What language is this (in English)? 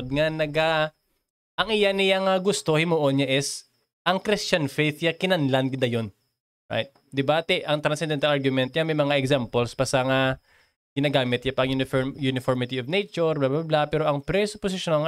Hiligaynon